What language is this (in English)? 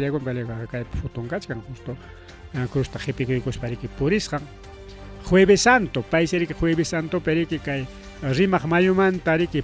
Ayacucho Quechua